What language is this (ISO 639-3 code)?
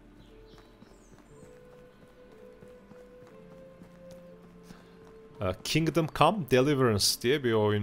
tur